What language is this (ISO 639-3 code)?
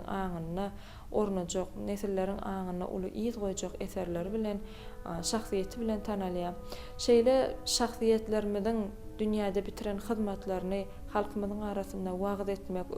tuk